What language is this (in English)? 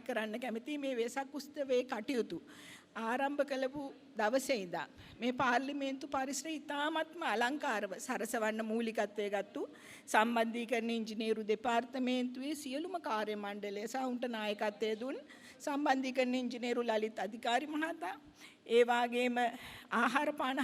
Sinhala